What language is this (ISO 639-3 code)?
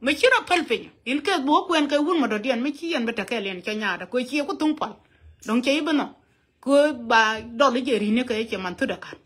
nus